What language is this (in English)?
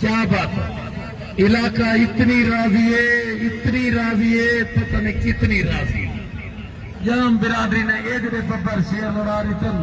Saraiki